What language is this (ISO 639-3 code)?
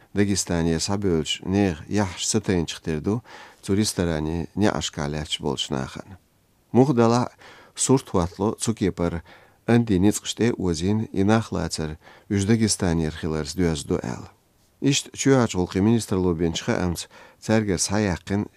che